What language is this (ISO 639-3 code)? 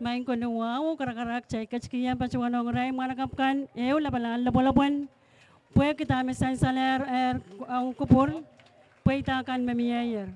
pon